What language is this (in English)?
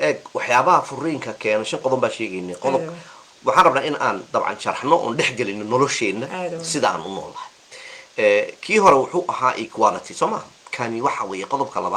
Somali